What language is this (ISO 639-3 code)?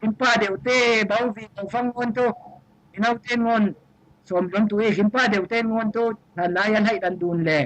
cfm